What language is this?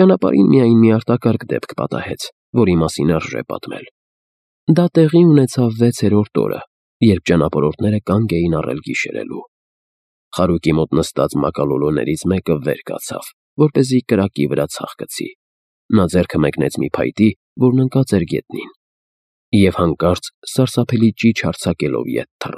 Armenian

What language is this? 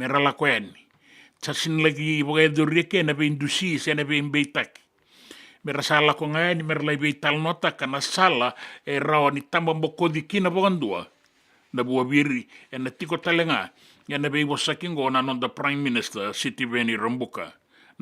Fijian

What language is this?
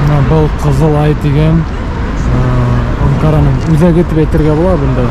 Bashkir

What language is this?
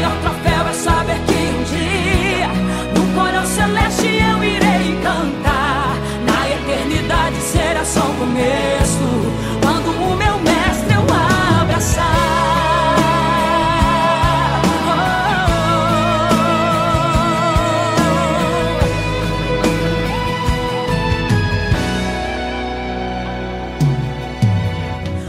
Portuguese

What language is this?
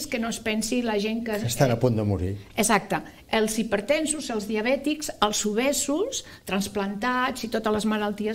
Catalan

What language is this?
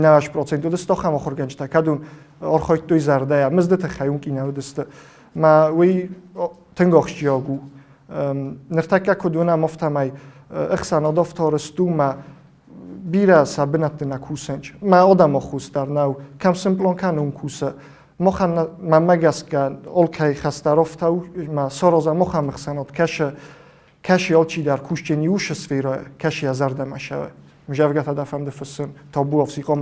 Ossetic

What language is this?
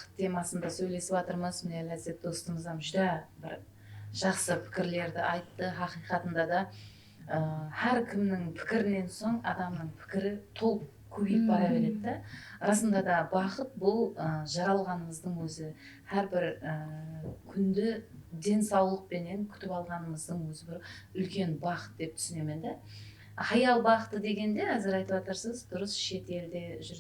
Kara-Kalpak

